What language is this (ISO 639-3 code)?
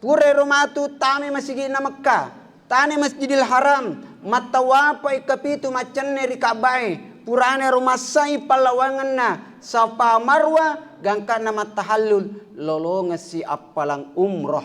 bug